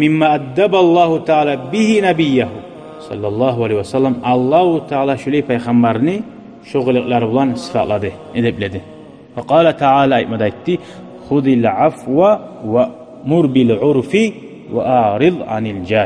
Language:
Kumyk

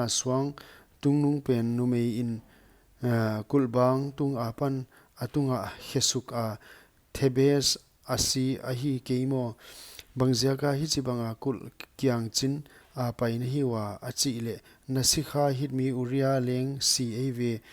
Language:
Paite Chin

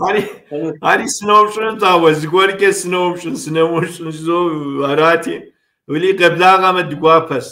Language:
Kabardian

